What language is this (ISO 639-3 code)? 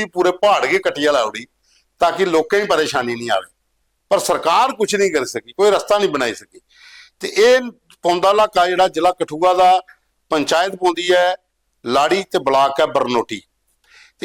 doi